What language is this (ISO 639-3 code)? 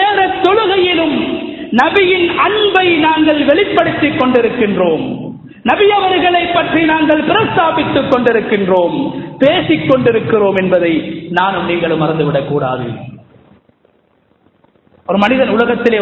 tam